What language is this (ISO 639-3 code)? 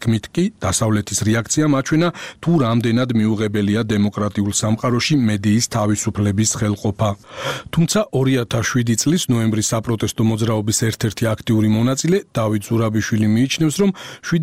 kat